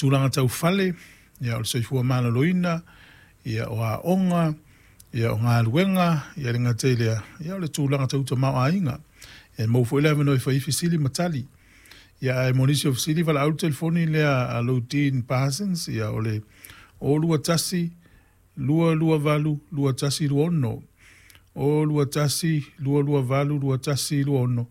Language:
Samoan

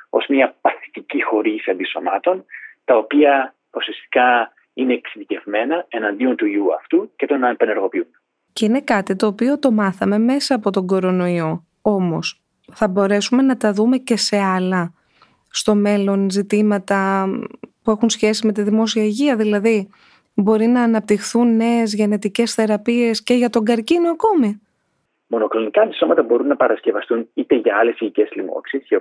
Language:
Greek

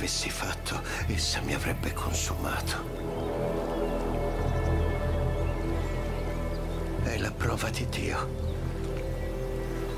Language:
Italian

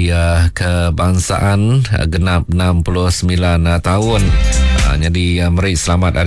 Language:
Iban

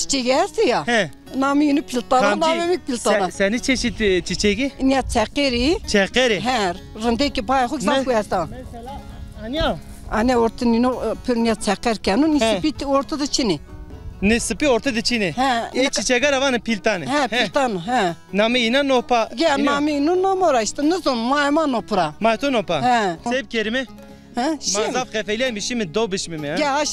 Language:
Zaza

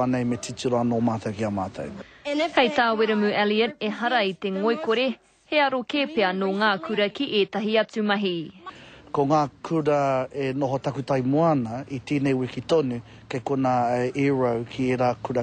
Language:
Māori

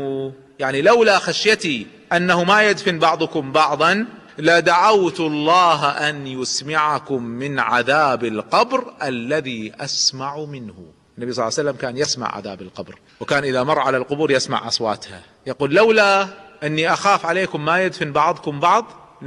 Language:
Arabic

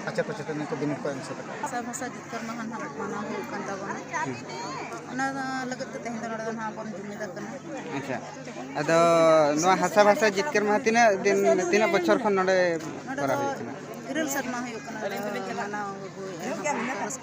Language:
Santali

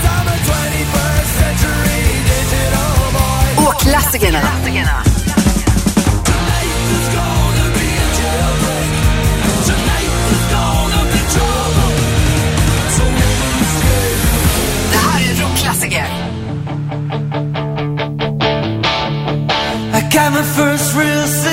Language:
Swedish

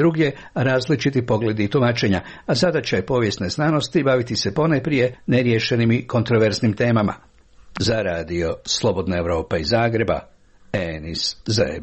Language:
Croatian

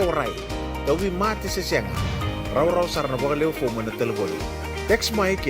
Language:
Fijian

